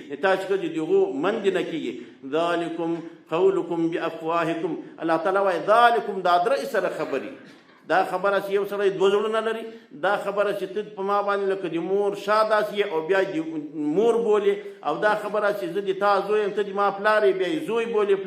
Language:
Pashto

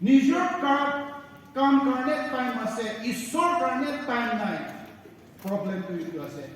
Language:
Naga Pidgin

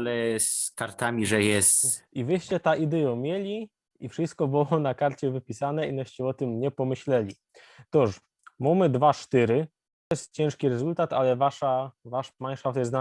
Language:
Silesian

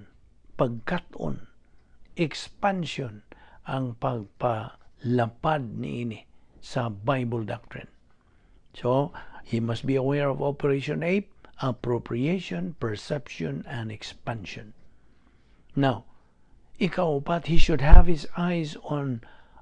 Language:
Cebuano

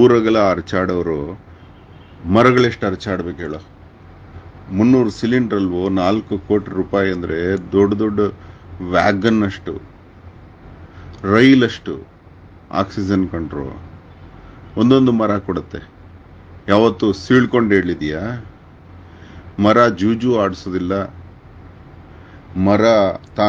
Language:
Kannada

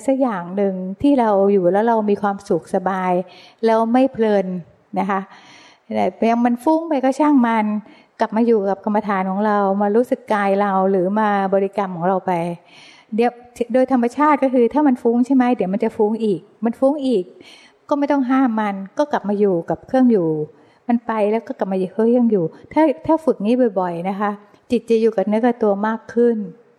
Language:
Thai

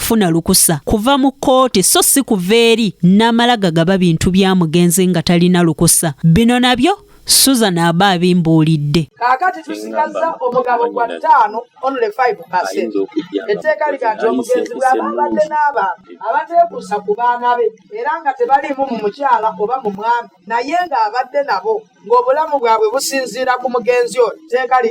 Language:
Ganda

